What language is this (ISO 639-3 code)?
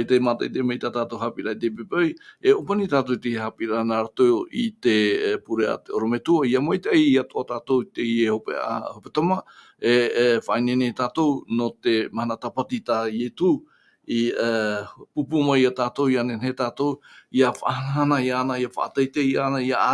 tah